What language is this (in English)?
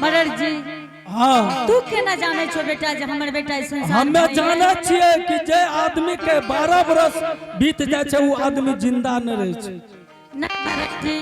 Angika